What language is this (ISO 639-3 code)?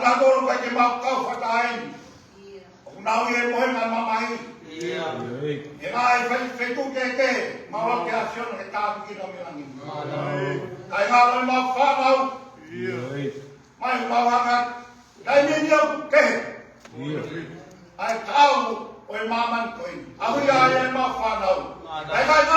ton